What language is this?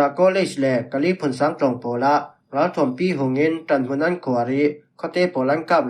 Falam Chin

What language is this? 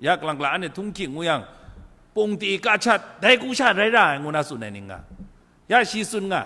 Kachin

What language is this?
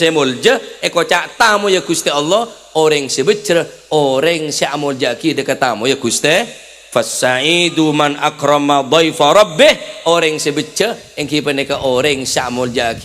Madurese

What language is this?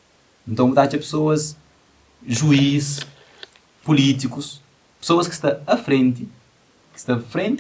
Kabuverdianu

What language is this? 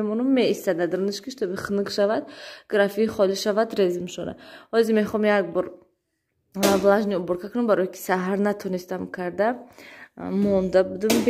Tajik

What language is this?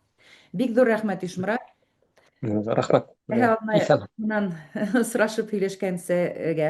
Bashkir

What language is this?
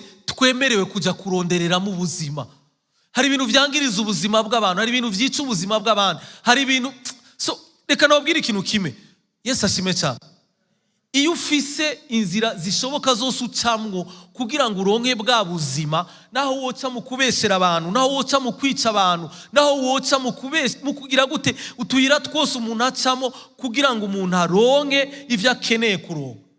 Rundi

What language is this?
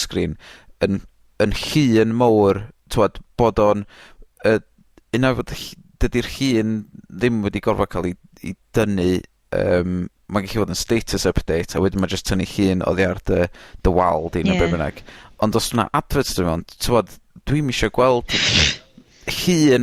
Welsh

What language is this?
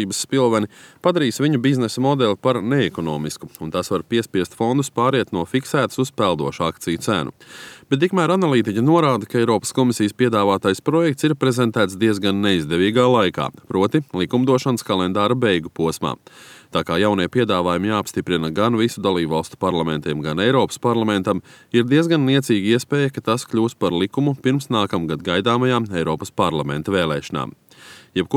Latvian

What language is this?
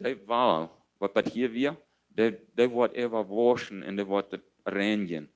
Plautdietsch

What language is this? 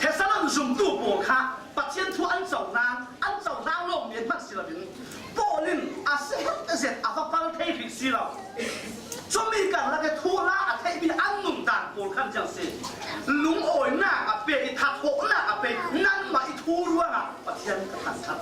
Falam Chin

